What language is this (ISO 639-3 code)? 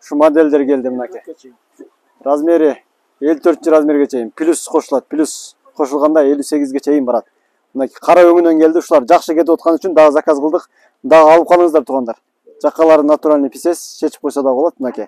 kir